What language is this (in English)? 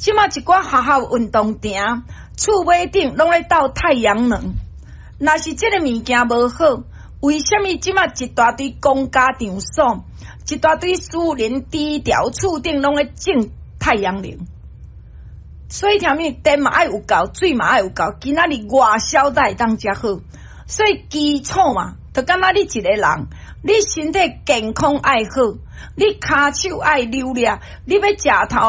Min Nan Chinese